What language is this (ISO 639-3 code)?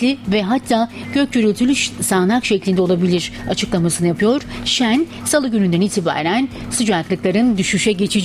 tur